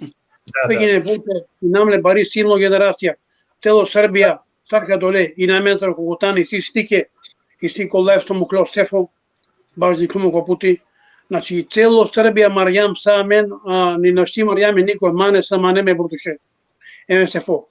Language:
Balkan Romani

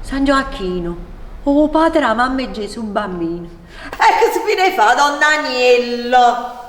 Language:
Neapolitan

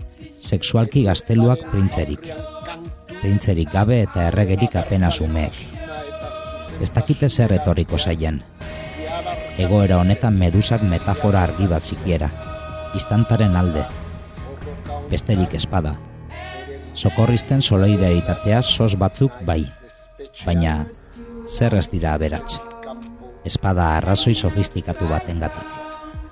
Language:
Basque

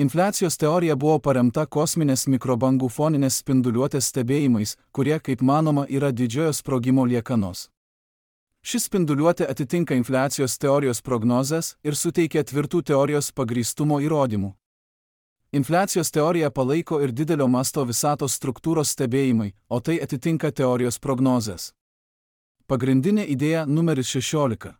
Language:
Lithuanian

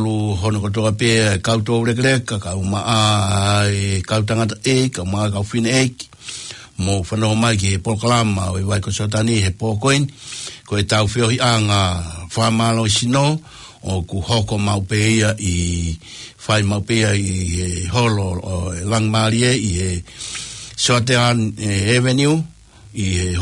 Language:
Tongan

